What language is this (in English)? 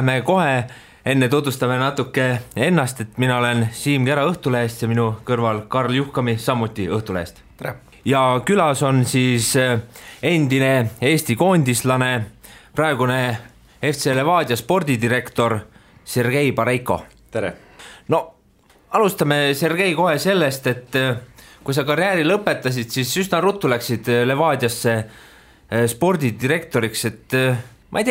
Estonian